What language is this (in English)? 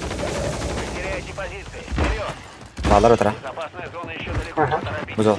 Yakut